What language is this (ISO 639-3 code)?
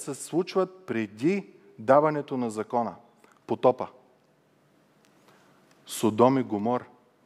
bul